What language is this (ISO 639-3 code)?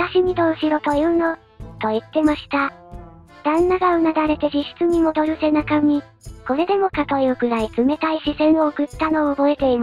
jpn